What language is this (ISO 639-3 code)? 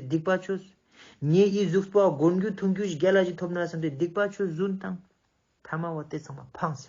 lbj